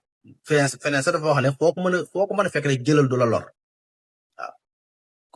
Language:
Wolof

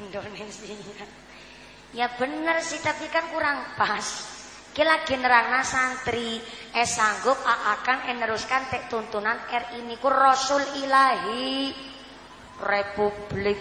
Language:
Javanese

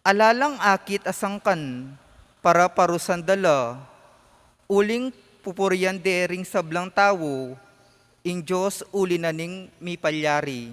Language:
Pampanga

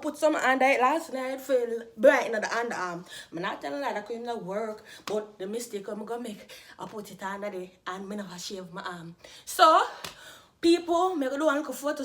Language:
Jamaican Creole English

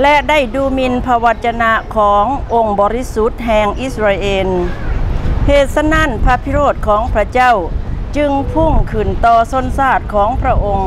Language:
Lao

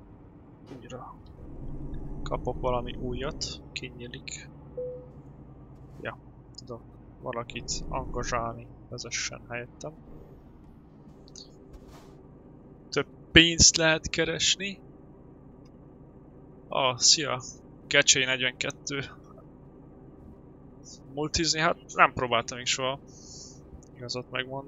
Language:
Hungarian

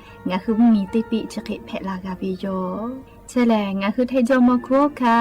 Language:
Lahu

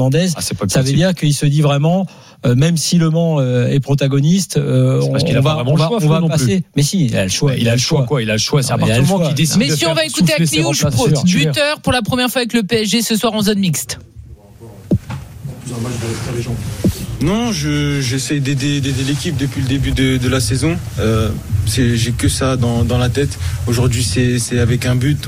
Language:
French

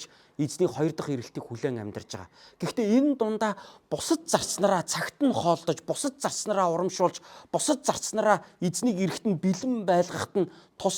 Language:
Mongolian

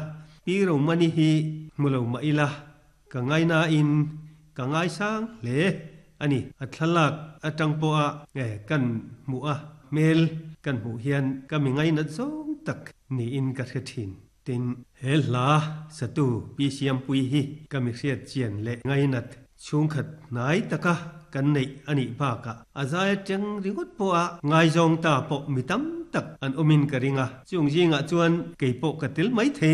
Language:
Mizo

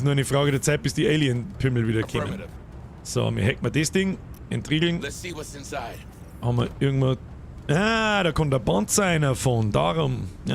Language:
Bavarian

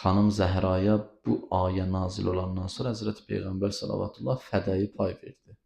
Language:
Azerbaijani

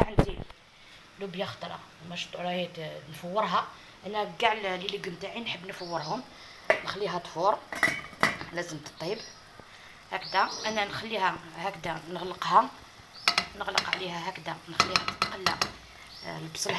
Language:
Algerian Arabic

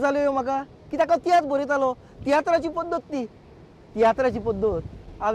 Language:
Konkani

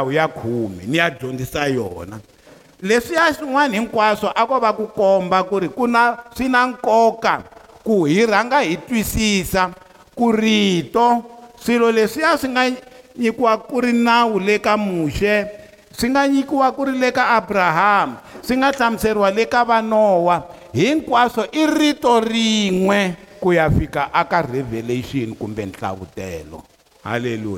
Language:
Tsonga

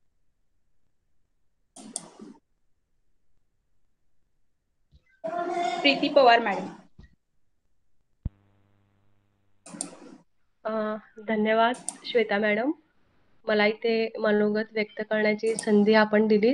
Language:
Marathi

